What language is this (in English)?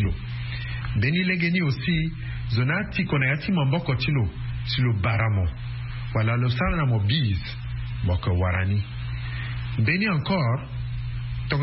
Sango